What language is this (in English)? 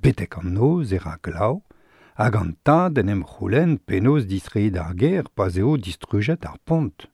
Breton